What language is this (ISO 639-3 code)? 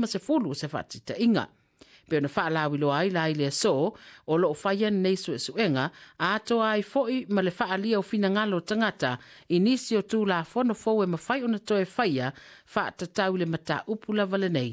smo